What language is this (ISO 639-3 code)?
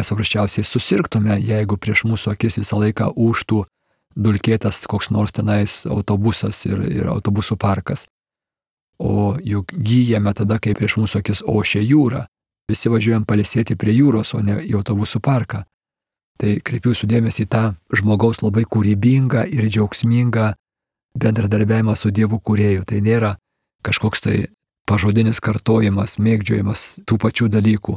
lit